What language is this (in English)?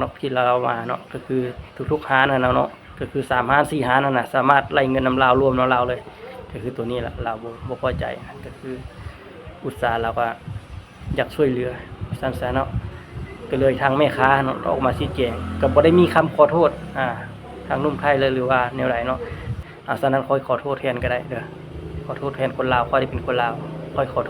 Lao